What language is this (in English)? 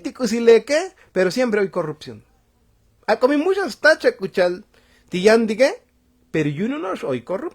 Tzotzil